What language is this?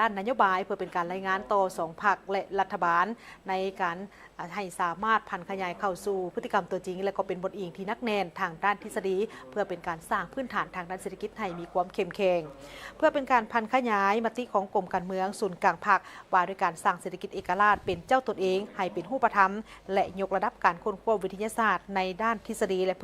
Lao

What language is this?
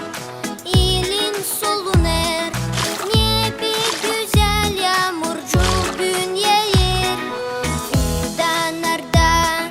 Gagauz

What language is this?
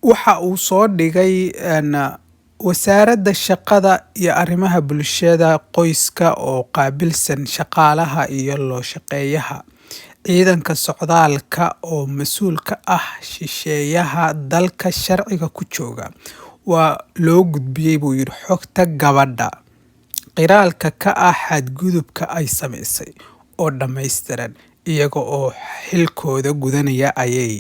Somali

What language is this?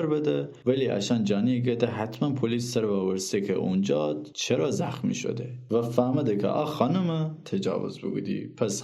Gilaki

